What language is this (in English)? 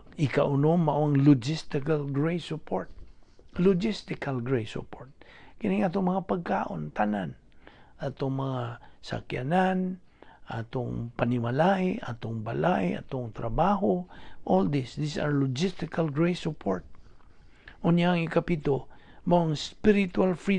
Cebuano